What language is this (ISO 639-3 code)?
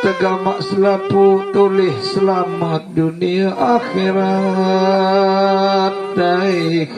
sas